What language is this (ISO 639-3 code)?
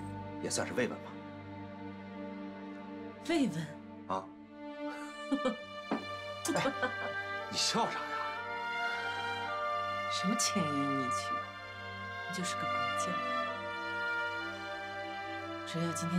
zho